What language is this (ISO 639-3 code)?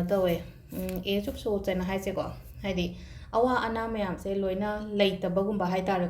mni